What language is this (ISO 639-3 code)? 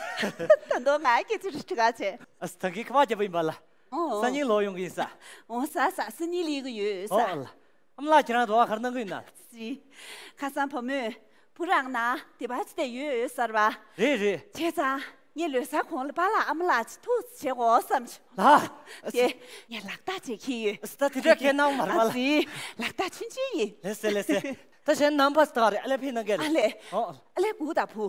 bod